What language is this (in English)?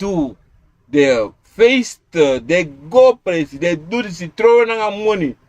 Sranan Tongo